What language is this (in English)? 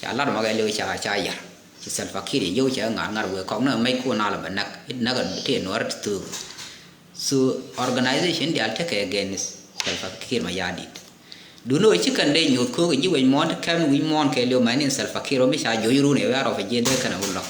Nuer